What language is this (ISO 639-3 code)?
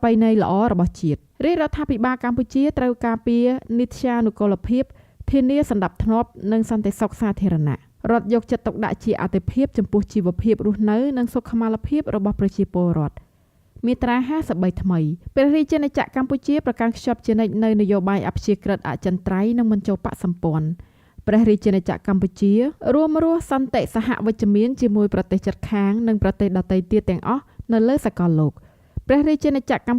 khm